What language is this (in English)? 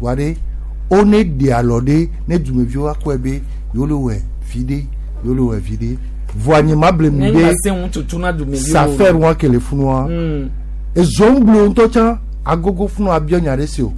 Gen